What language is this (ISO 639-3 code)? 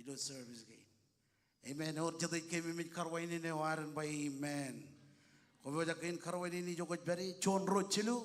mah